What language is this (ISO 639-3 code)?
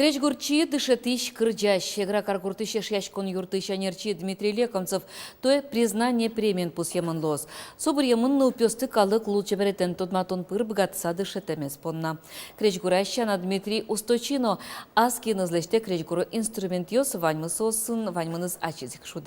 udm